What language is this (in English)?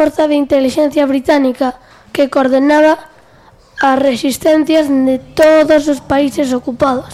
Galician